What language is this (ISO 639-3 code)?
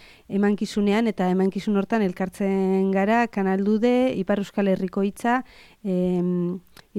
eus